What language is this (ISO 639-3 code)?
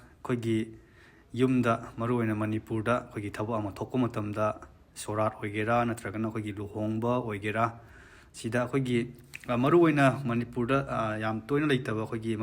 mni